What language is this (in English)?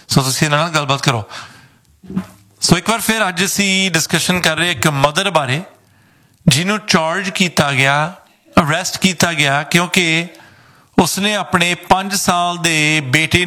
Punjabi